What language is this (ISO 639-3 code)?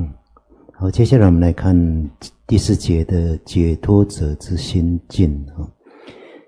zho